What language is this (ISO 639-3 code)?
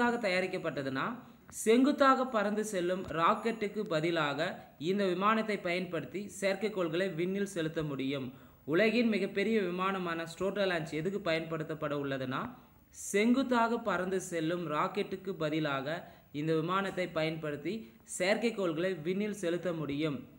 tam